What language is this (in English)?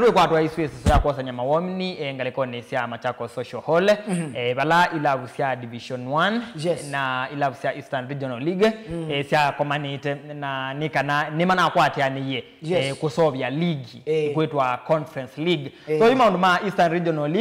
Kamba